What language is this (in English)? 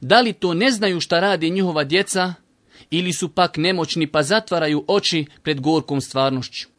Bosnian